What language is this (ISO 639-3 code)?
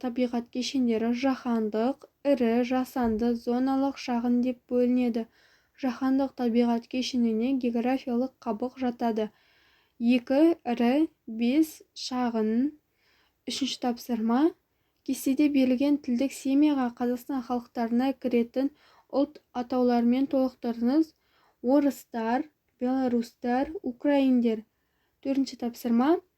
kaz